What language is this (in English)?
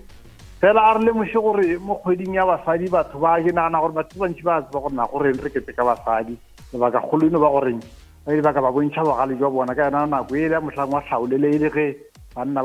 Northern Sotho